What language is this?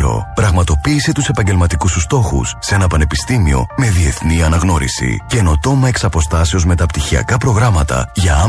Greek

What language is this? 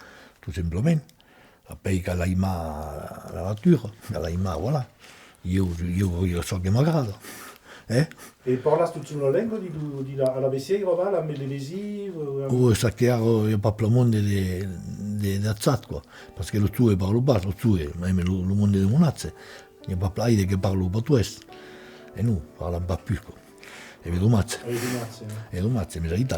Occitan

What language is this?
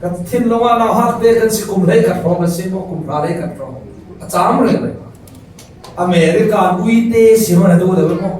Falam Chin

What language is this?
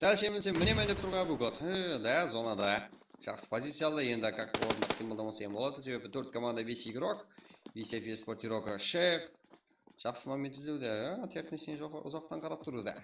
Kara-Kalpak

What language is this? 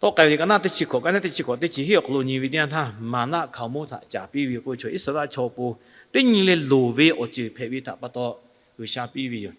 Lahu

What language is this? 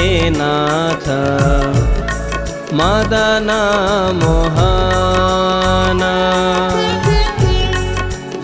Hindi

